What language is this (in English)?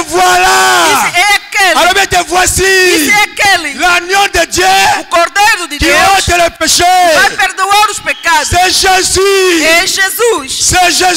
Portuguese